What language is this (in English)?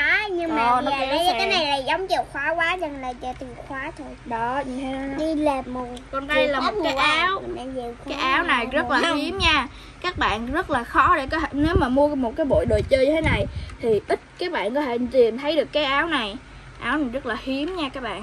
Vietnamese